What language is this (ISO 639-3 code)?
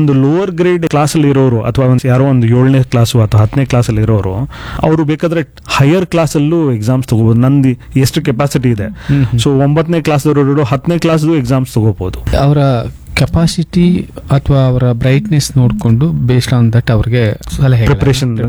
kan